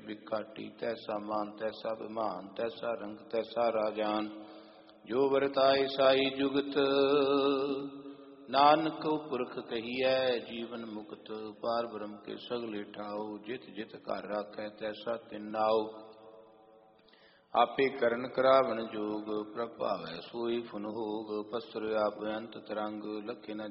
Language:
Punjabi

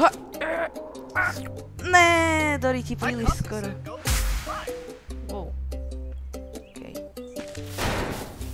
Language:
Slovak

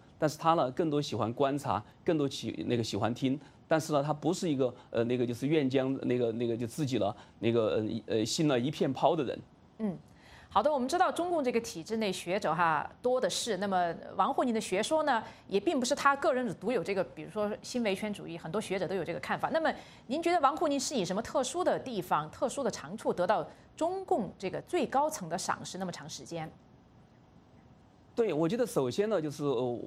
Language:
Chinese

